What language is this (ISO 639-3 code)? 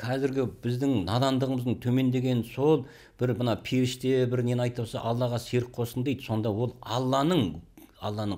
kaz